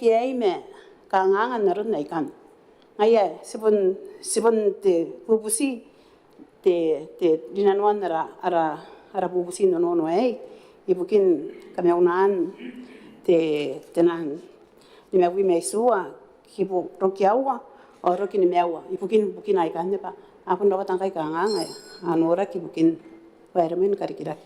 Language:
Gilbertese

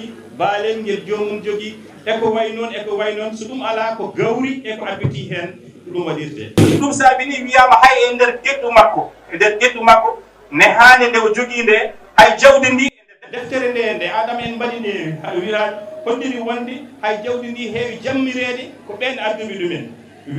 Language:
Fula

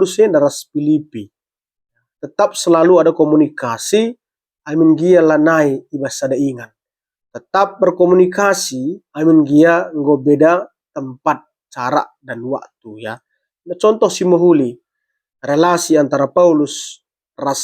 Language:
Batak Karo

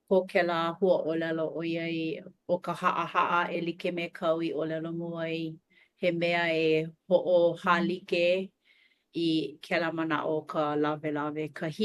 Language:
Hawaiian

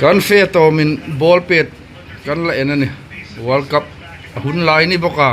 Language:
Hmar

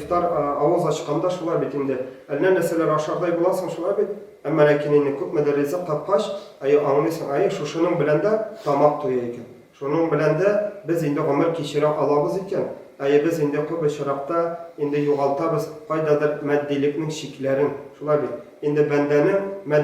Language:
Tatar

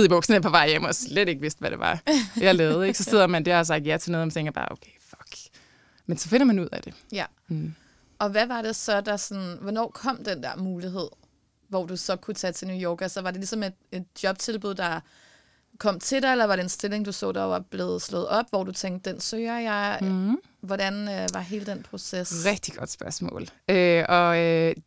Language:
Danish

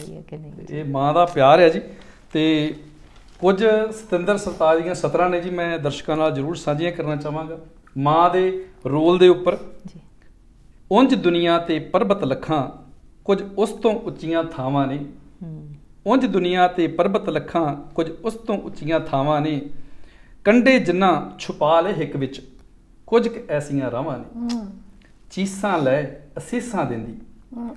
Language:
Punjabi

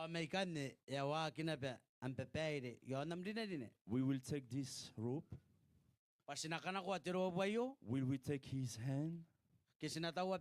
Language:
Gilbertese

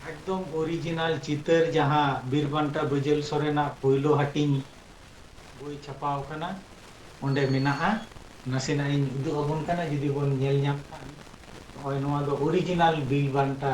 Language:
Santali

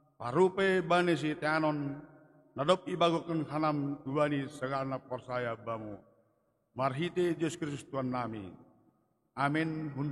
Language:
Batak Simalungun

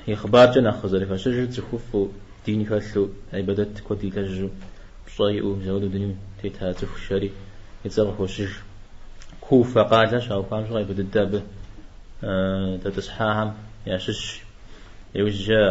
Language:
Kabardian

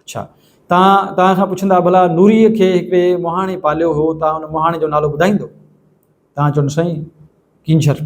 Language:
Sindhi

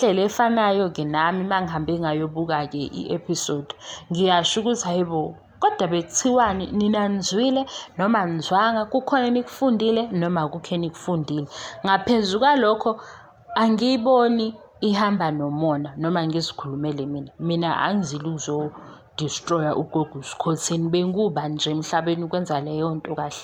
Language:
Zulu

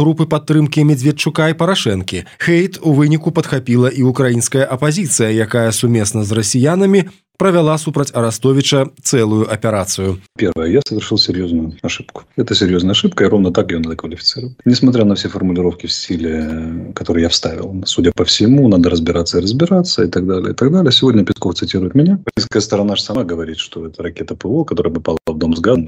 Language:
Belarusian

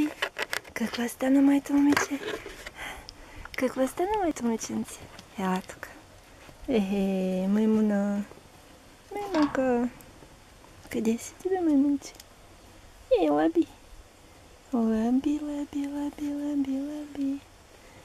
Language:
Bulgarian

